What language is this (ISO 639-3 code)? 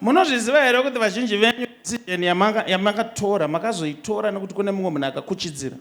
sna